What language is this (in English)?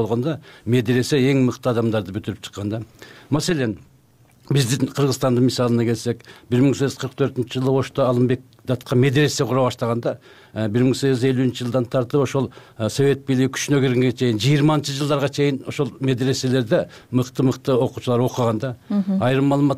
Kyrgyz